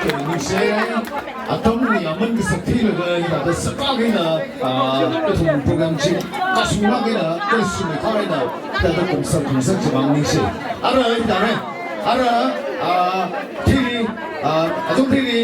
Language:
Tangkhul Naga (India)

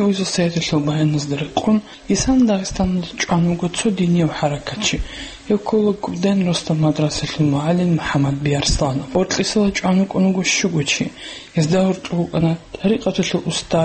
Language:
Avaric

